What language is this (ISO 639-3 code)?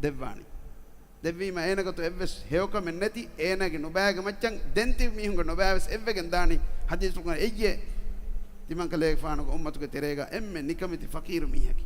div